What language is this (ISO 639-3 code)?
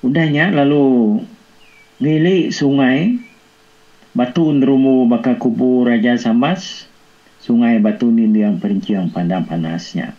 iba